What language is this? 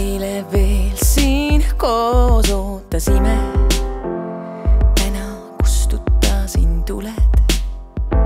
Estonian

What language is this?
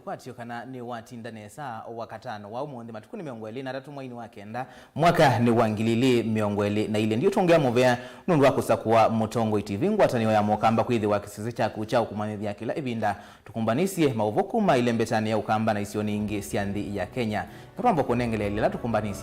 Kamba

